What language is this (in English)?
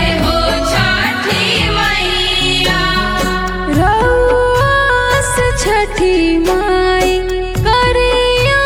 Bhojpuri